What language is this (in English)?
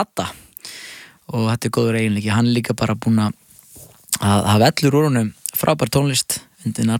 Icelandic